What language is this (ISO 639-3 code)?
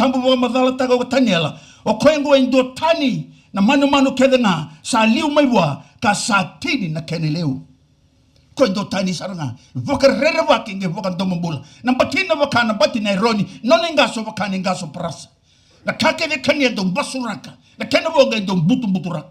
fij